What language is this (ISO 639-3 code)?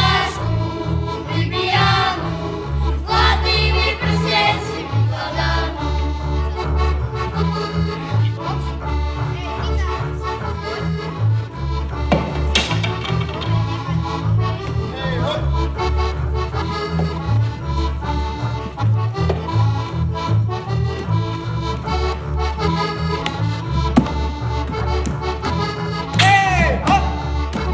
slk